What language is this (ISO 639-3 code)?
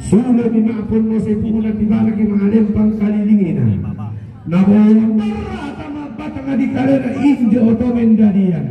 sda